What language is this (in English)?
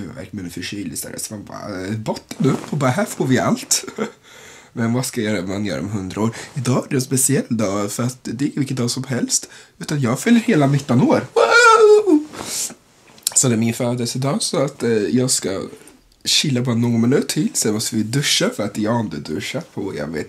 Swedish